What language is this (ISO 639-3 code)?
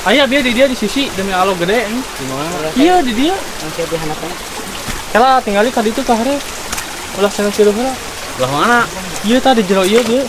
sun